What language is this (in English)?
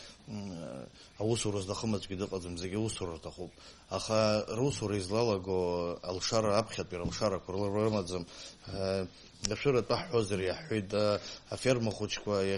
Abkhazian